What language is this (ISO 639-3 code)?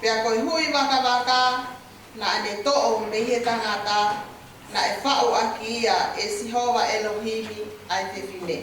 ton